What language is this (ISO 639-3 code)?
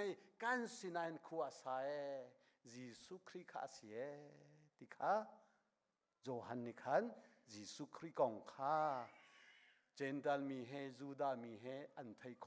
cnh